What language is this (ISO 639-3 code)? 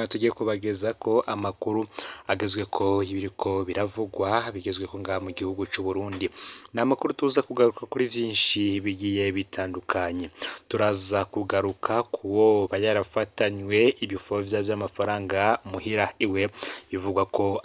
run